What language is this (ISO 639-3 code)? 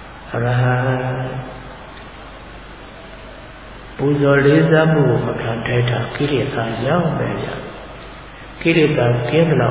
mya